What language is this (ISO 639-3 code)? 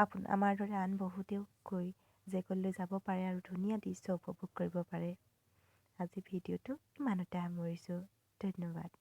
asm